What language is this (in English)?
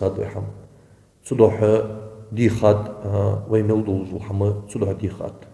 Ingush